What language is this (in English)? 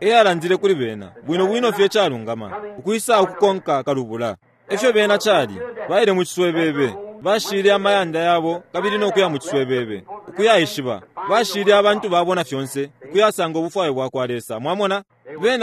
Bemba